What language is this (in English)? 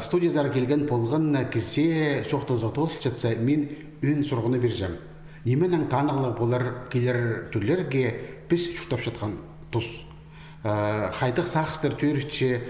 Khakas